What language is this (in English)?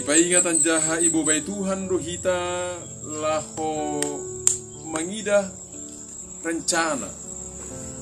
Batak Simalungun